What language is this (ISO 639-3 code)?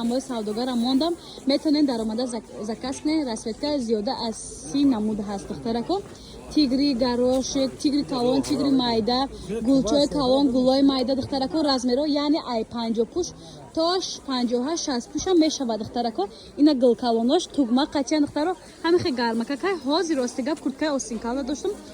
tgk